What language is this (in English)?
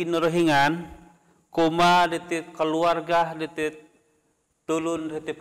Central Dusun